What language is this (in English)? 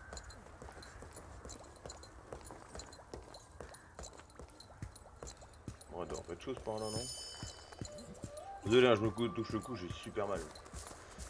French